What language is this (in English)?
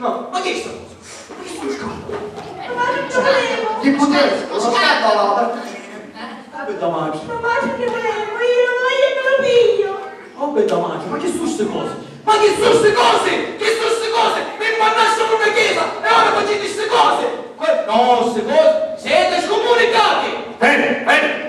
Sicilian